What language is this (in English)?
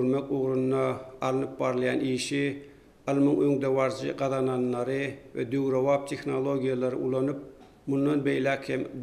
Turkmen